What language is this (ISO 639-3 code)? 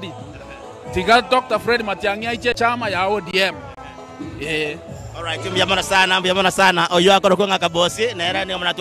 guz